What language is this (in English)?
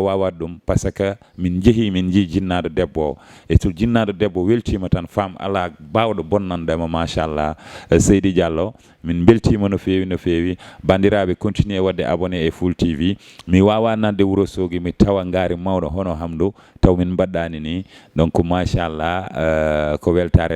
Fula